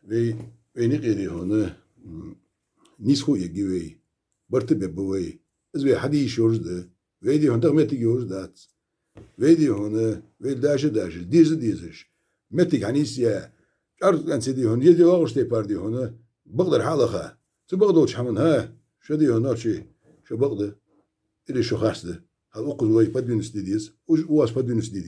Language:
Ingush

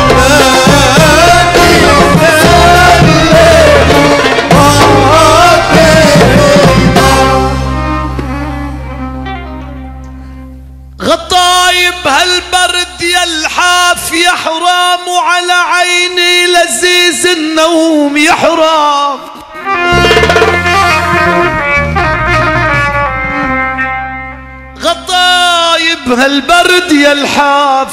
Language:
North Levantine Arabic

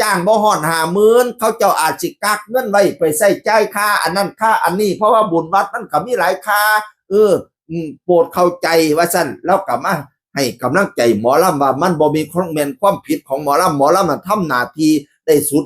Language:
Northeastern Thai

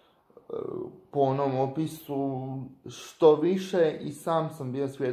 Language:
Croatian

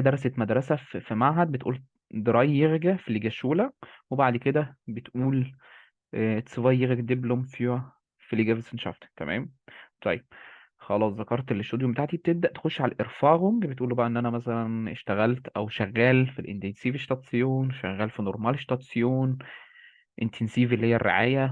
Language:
Egyptian Arabic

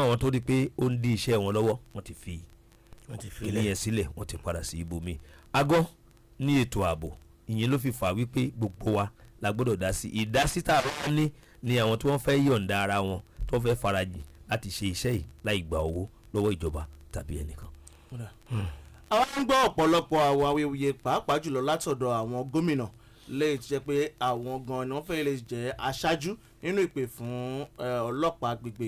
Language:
Yoruba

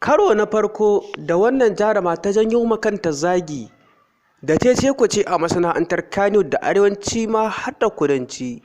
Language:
Hausa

